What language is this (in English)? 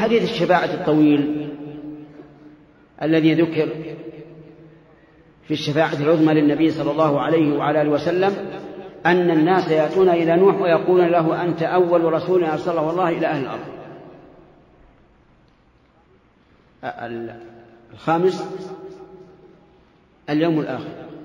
Arabic